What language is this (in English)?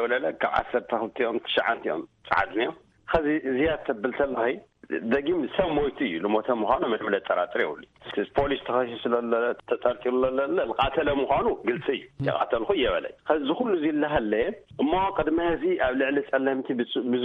Tigrinya